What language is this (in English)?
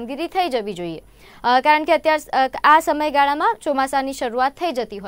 Gujarati